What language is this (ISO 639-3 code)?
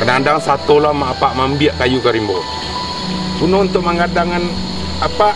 min